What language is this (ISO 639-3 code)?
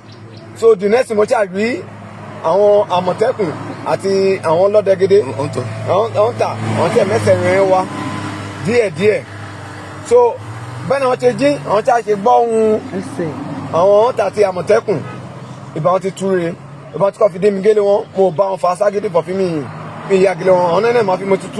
yor